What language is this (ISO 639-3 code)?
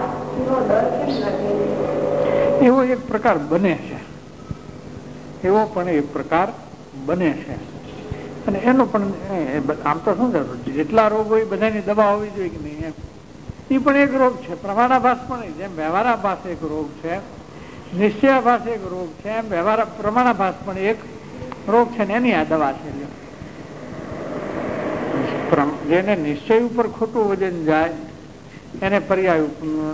guj